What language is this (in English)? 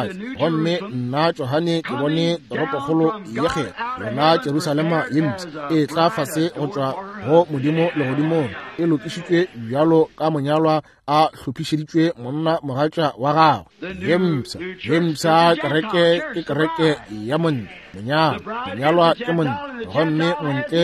Northern Sotho